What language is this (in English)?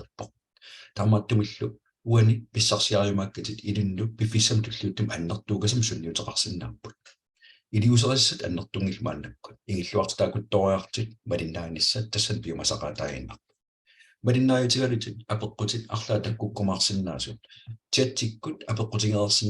Kalaallisut